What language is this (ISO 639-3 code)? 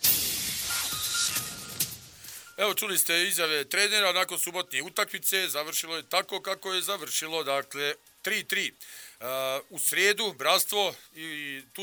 bos